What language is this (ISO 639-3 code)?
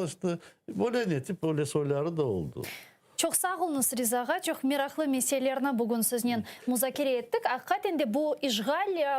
crh